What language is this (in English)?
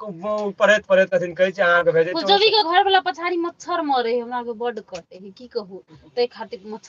Maithili